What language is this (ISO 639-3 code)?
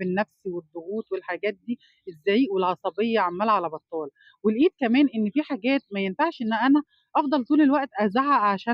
arz